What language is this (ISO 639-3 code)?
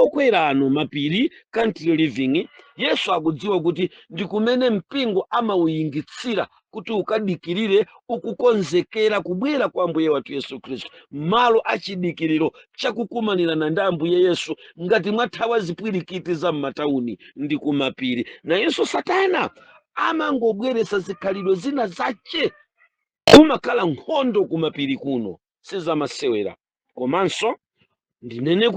nya